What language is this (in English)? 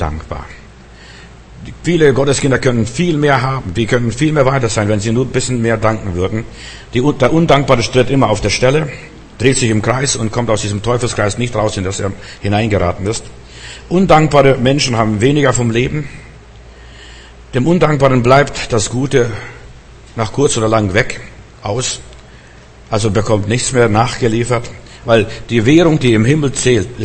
German